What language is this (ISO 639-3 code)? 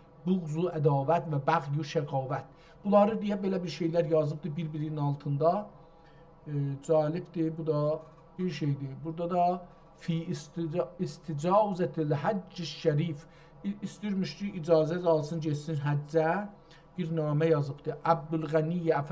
azb